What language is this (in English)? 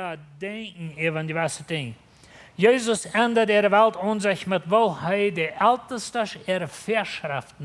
Plautdietsch